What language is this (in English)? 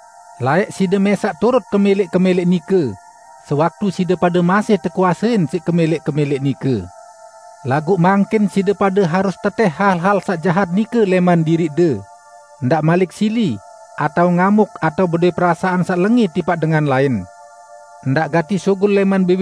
Sasak